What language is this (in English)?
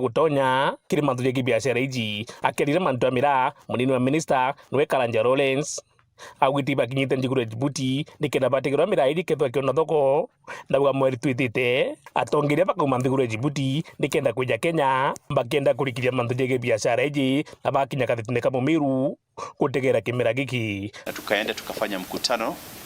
Meru